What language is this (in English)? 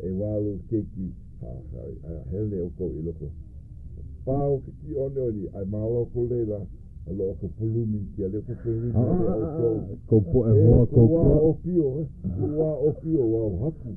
Hawaiian